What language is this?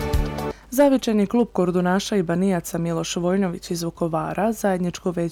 Serbian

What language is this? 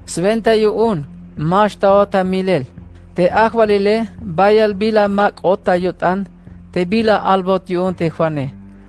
Tzeltal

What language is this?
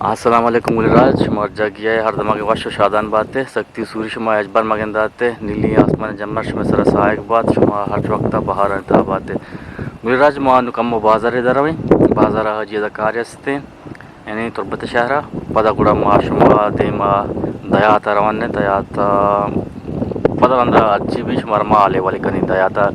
Eastern Balochi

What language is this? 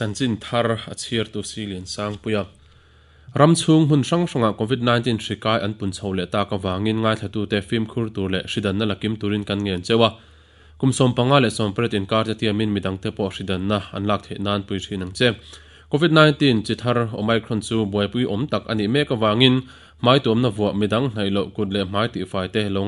Mizo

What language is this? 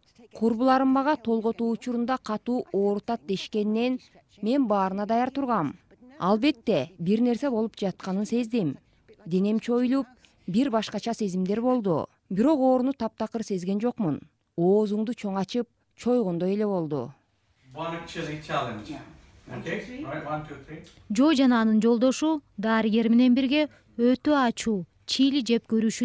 Kyrgyz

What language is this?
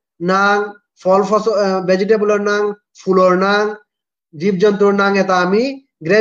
Bishnupriya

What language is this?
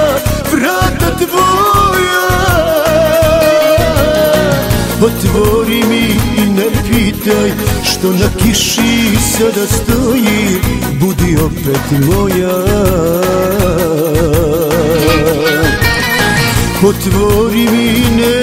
Croatian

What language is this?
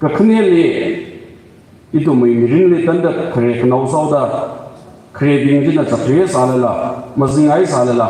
Tangkhul Naga (India)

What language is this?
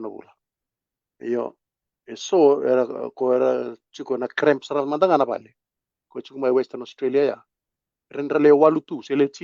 Fijian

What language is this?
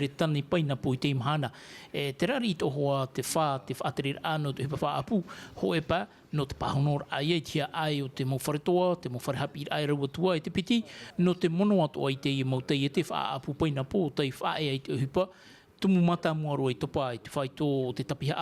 Tahitian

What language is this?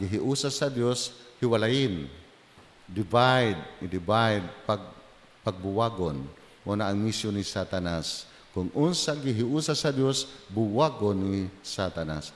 Cebuano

